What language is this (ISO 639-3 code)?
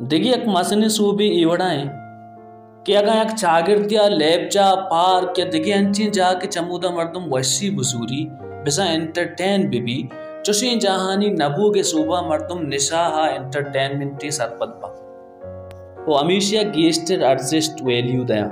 bal